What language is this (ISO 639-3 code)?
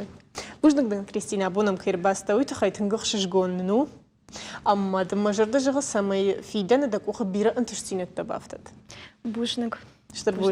oss